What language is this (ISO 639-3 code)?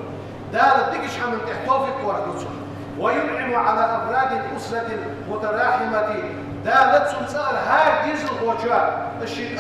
inh